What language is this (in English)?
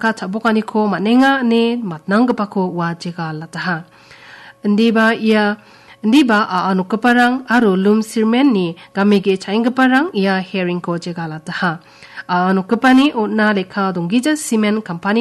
Garo